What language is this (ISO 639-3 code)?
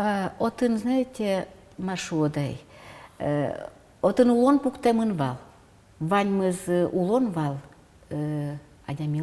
udm